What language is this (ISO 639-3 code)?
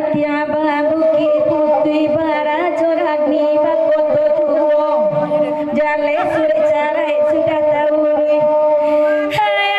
min